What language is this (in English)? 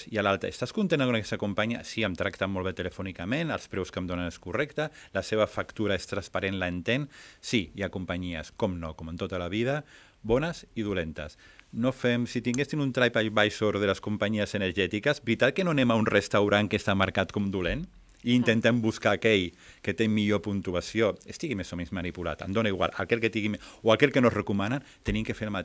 Catalan